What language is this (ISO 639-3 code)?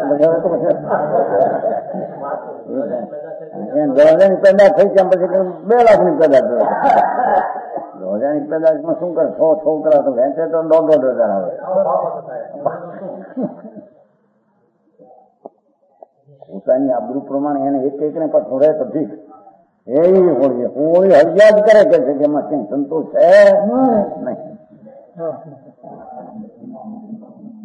guj